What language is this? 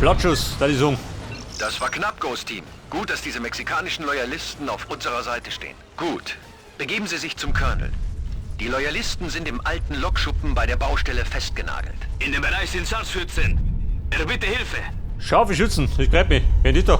Bavarian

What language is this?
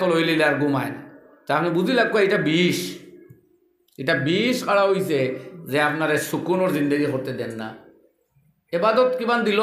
Sylheti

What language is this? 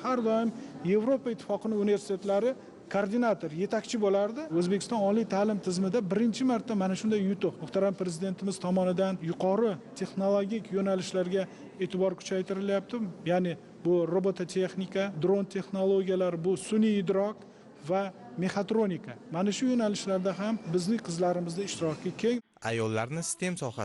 Uzbek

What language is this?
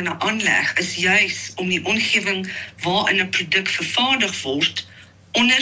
Afrikaans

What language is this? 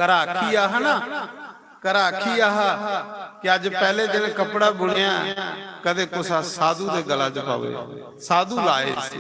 Dogri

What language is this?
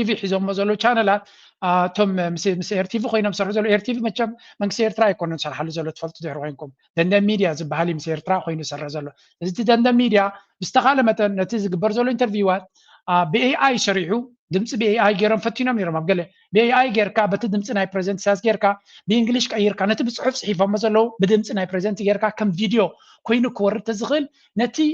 Tigrinya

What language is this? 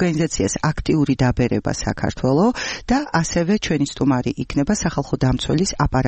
Georgian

